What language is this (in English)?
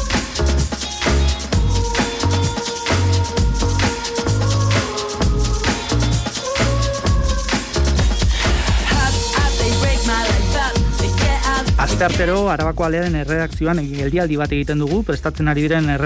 Basque